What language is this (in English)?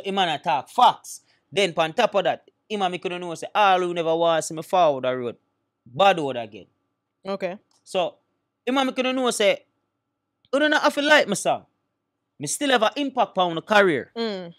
Jamaican Creole English